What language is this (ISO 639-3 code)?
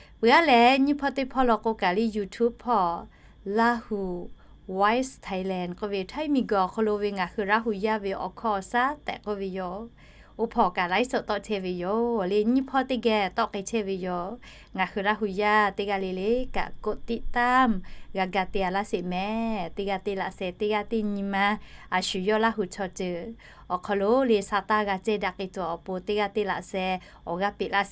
lhu